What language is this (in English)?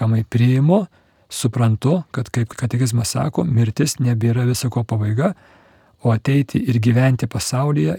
Lithuanian